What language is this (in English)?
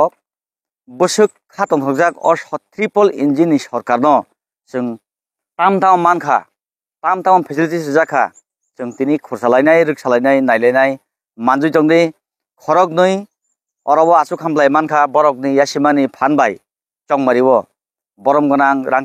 Kok Borok